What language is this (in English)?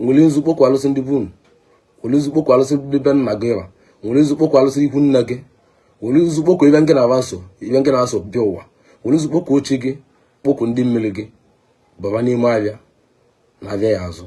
Igbo